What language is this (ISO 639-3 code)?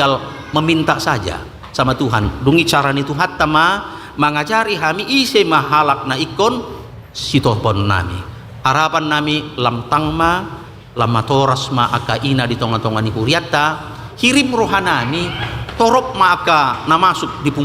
bbc